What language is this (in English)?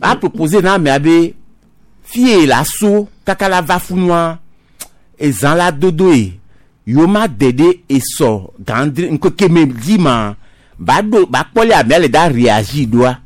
Gen